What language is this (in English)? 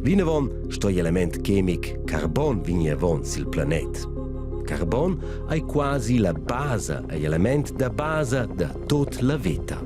Romansh